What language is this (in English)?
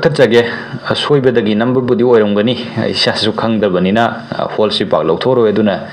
Manipuri